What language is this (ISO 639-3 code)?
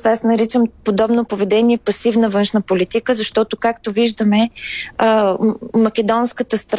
bul